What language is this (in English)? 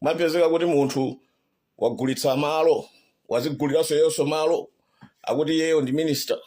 Nyanja